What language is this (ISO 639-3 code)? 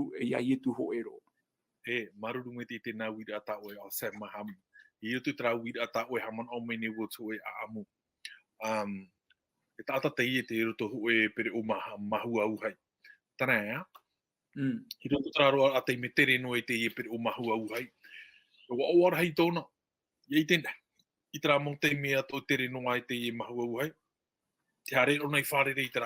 tah